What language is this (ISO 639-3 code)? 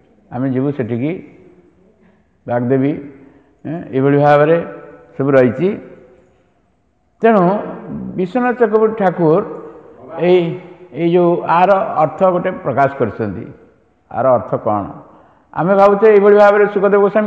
ori